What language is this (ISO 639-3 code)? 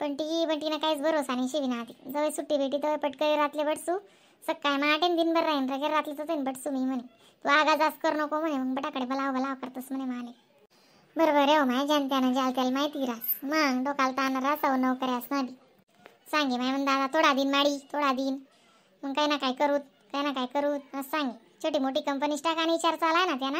khn